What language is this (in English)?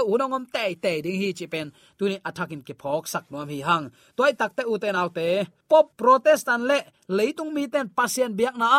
Tedim Chin